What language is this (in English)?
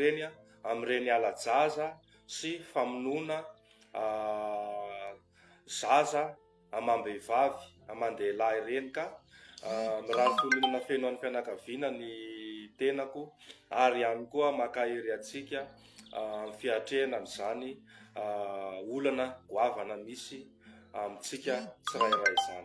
Malagasy